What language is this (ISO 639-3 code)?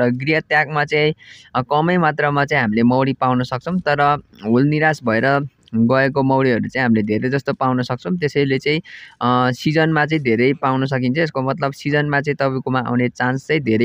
nep